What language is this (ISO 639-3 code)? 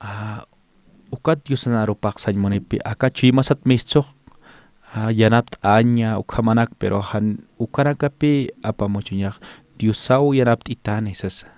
aym